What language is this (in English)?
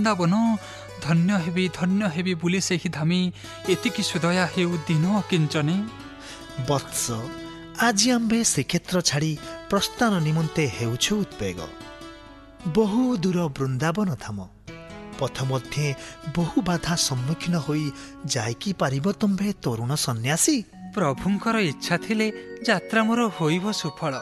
Odia